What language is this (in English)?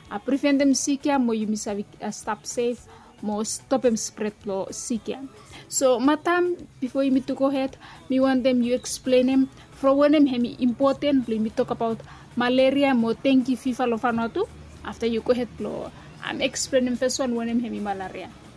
Bislama